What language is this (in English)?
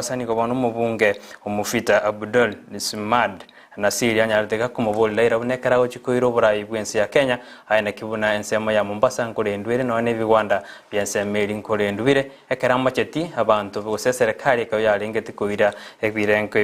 Gusii